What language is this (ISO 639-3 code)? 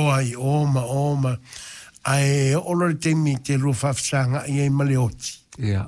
smo